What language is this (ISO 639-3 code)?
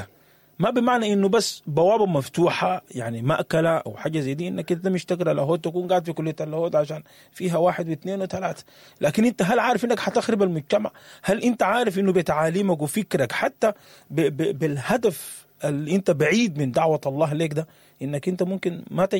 apd